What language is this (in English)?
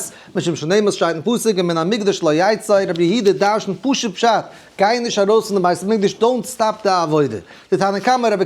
Yiddish